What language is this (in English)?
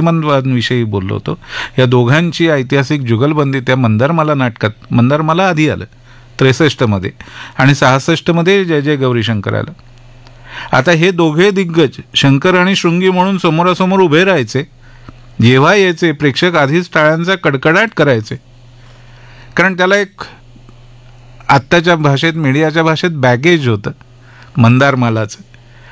Marathi